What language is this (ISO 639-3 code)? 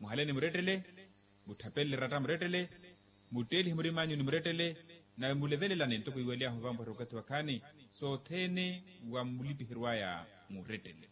vmw